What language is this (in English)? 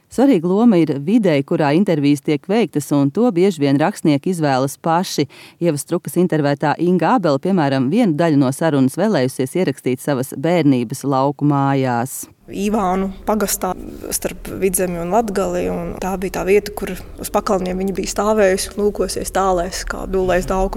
Latvian